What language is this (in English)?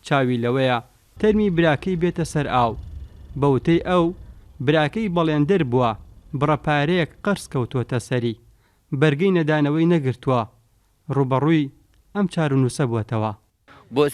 Central Kurdish